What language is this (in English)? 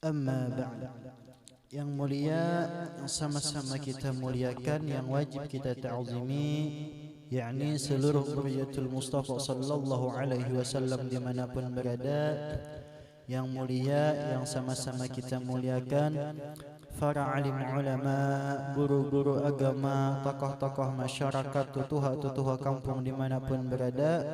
Banjar